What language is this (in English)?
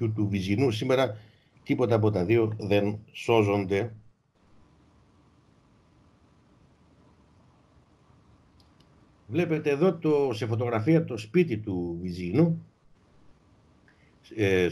Greek